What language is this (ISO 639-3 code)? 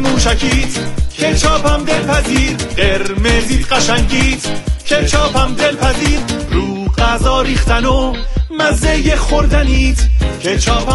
fas